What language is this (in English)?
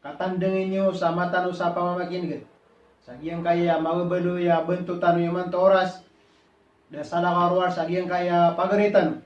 Maranao